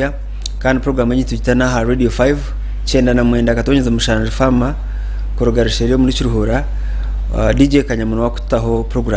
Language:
Nyankole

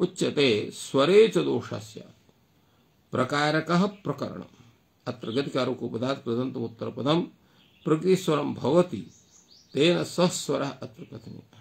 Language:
Sanskrit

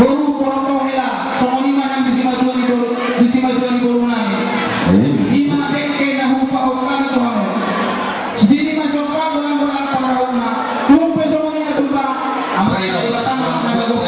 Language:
Batak Toba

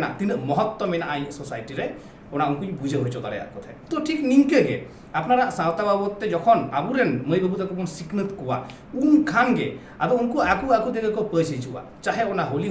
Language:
Santali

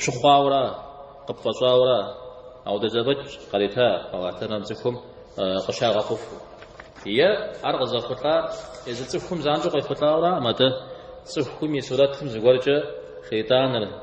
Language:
Kabardian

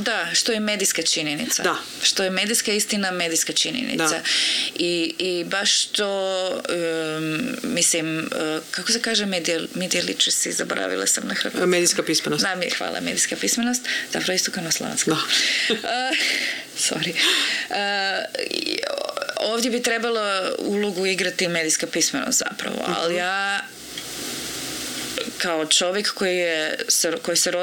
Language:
Croatian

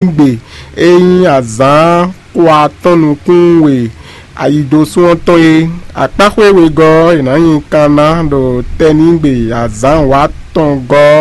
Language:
Fon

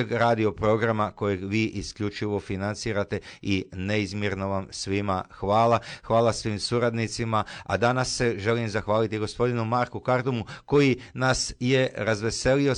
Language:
Croatian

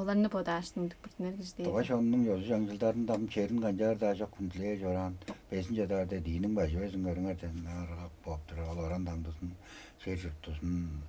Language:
Tuvinian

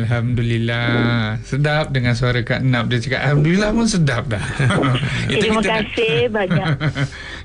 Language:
Malay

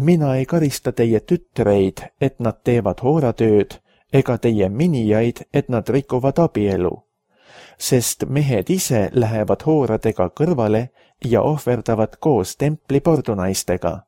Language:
Estonian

